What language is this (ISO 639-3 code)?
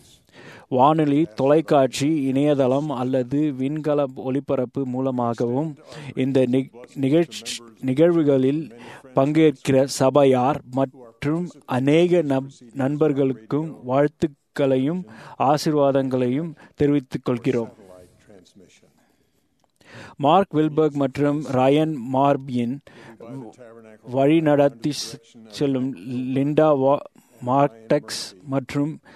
tam